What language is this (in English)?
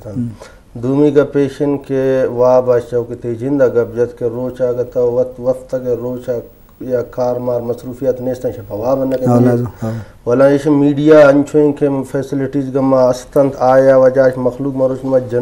Eastern Balochi